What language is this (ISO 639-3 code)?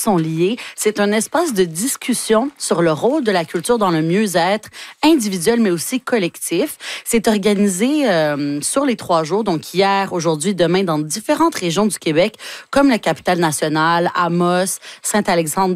fra